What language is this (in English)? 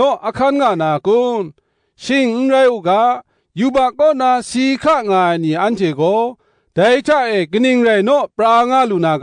Kachin